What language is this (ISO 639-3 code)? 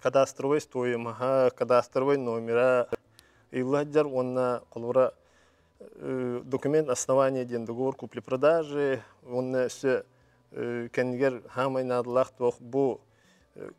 sah